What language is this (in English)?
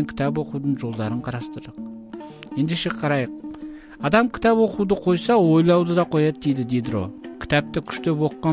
Kazakh